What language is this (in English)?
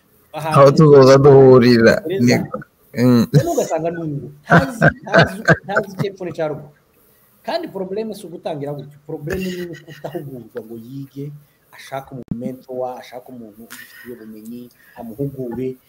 Kinyarwanda